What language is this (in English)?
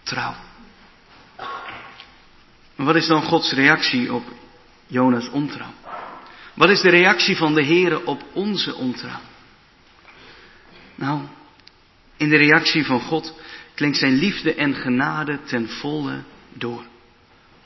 Dutch